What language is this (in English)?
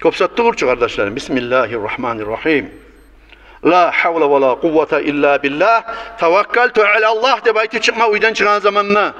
Kumyk